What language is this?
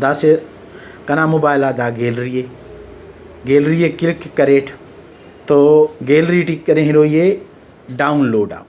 Brahui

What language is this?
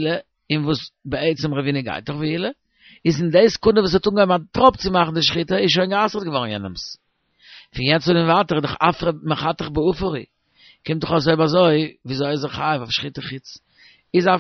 Yiddish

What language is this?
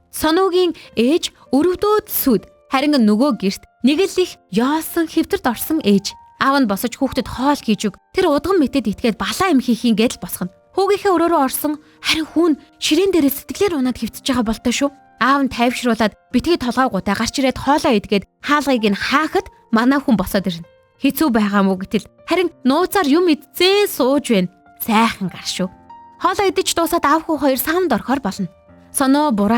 Mongolian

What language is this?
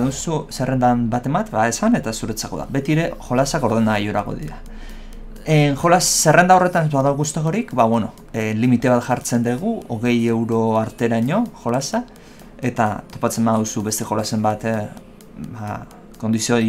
Basque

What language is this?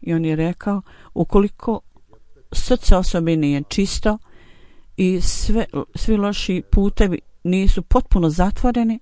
Bosnian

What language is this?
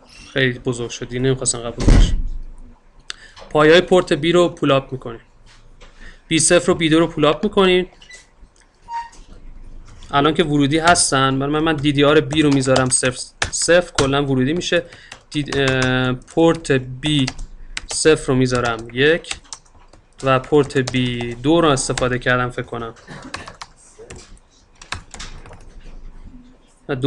Persian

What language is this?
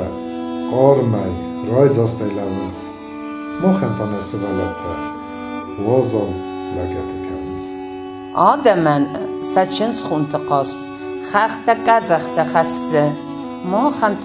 Ossetic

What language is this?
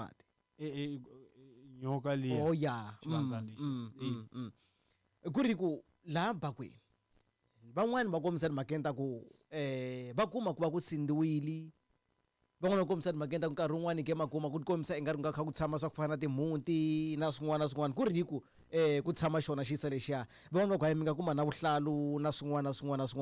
Tsonga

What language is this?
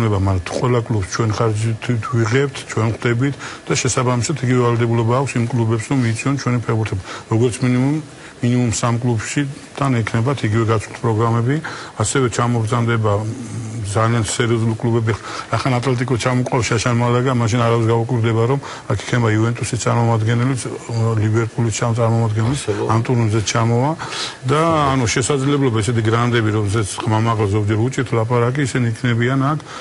Georgian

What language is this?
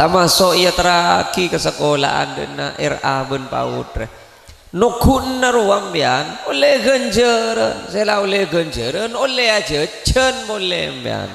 Madurese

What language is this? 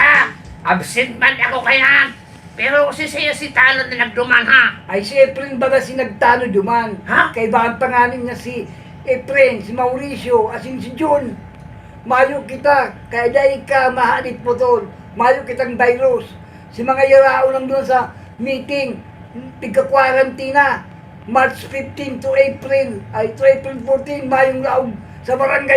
Bikol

